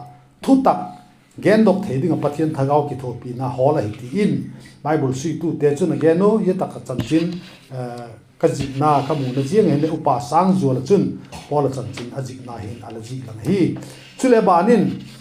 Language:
Vaiphei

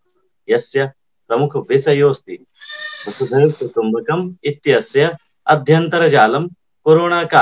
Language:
Sanskrit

